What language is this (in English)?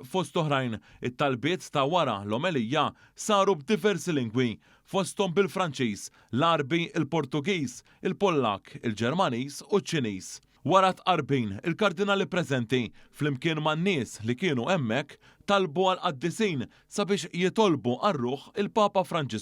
Maltese